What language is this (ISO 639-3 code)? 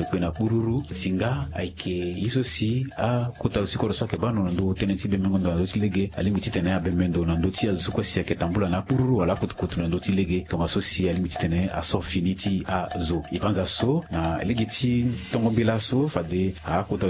sag